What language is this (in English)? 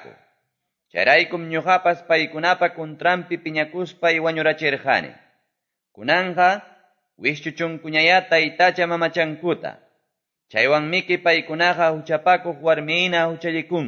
Quechua